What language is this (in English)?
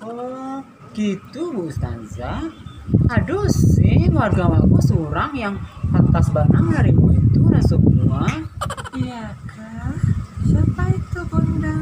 Minangkabau